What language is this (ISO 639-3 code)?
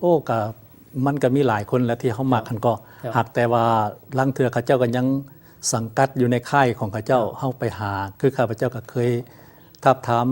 lao